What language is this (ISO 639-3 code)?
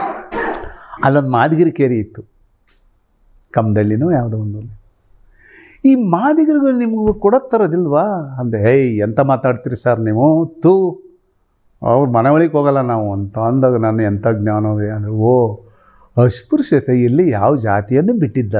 kan